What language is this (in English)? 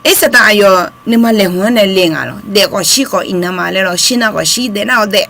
Akha